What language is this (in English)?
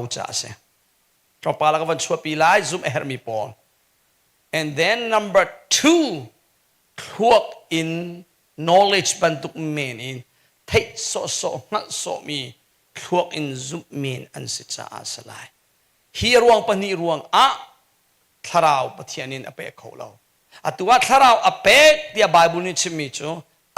Hakha Chin